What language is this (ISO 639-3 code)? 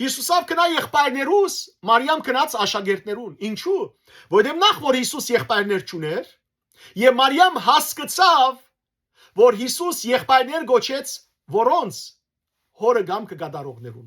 hyw